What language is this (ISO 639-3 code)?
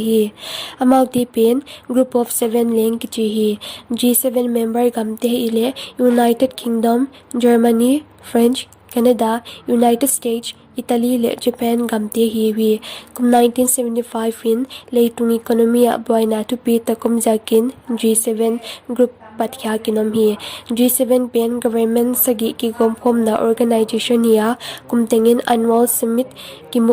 pck